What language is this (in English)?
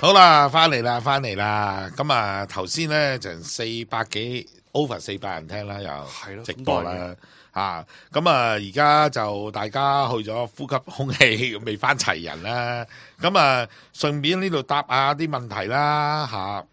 Cantonese